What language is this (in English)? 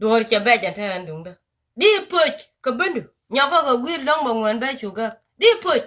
Nuer